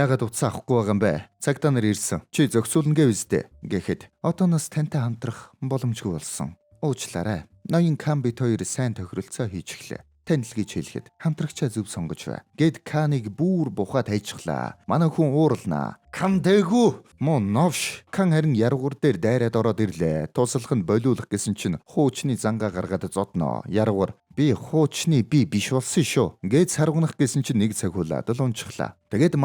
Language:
Mongolian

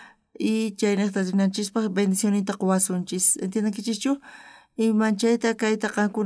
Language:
South Bolivian Quechua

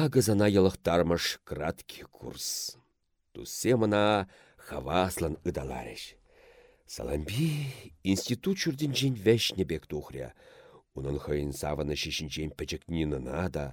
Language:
Chuvash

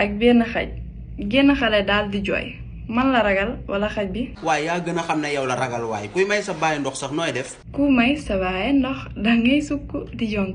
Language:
Wolof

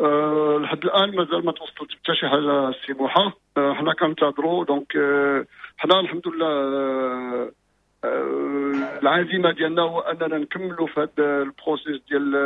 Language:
Moroccan Arabic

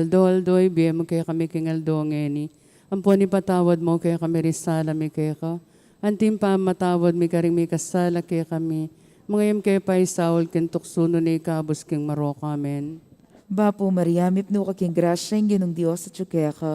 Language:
Pampanga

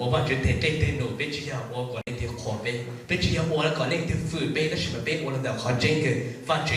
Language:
Hmong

